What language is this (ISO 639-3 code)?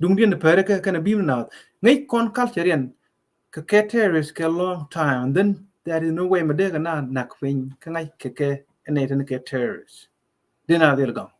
nus